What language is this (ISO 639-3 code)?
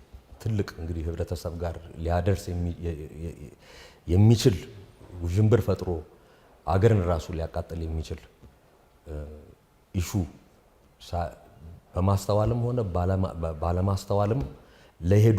amh